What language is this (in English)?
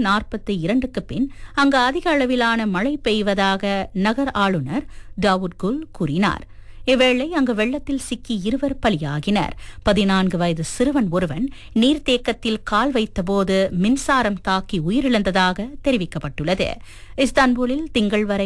Tamil